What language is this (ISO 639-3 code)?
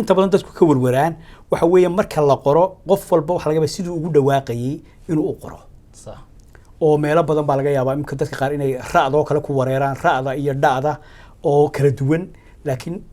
som